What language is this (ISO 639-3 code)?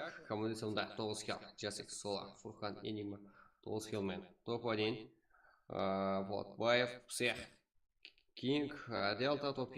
kaa